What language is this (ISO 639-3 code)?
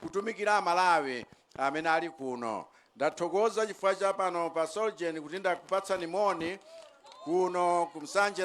nya